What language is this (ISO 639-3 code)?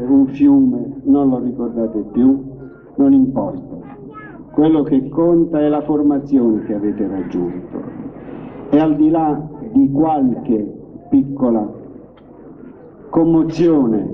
ita